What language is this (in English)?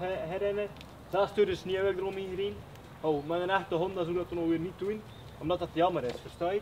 Dutch